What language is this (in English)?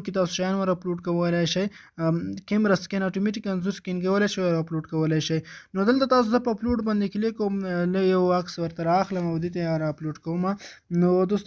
Pashto